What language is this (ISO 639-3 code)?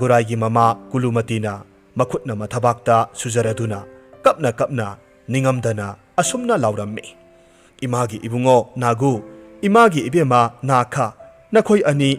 mni